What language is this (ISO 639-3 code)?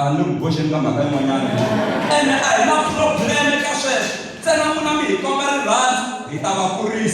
tso